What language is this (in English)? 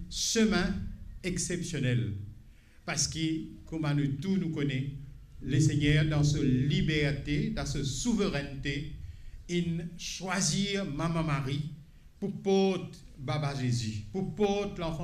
Morisyen